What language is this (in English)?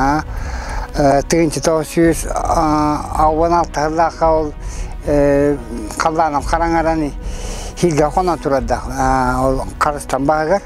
Yakut